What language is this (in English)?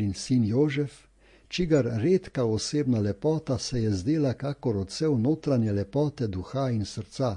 Slovenian